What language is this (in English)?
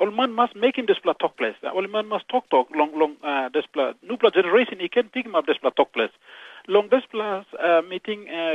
Tok Pisin